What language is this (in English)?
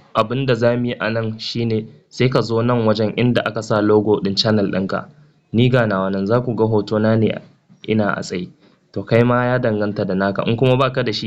Hausa